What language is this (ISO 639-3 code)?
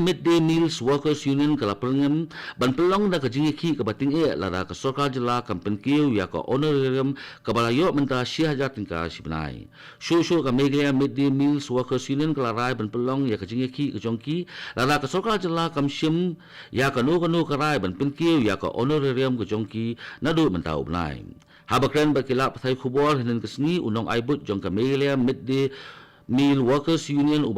kha